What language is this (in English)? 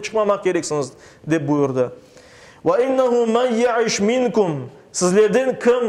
Crimean Tatar